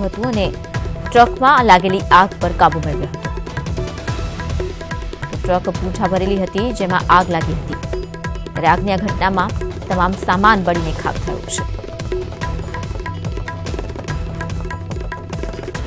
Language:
Gujarati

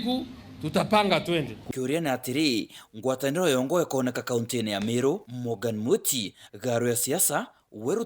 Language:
Meru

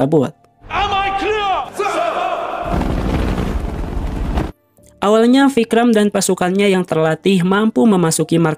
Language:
Indonesian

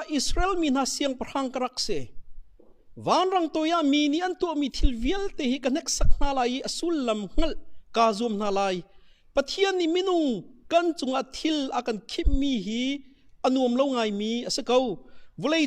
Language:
Hakha Chin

